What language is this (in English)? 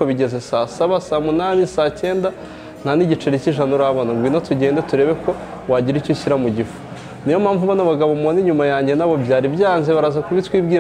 Kinyarwanda